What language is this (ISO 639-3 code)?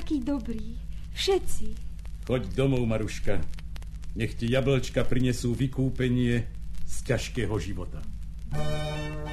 slk